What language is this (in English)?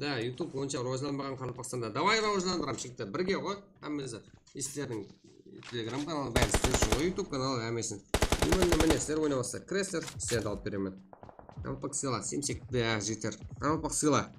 Kara-Kalpak